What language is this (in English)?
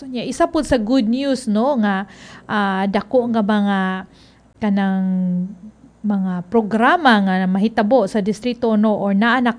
Cebuano